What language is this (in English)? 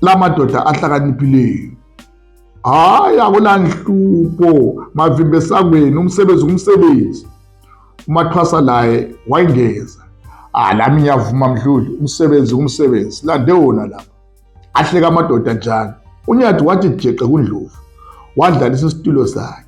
North Ndebele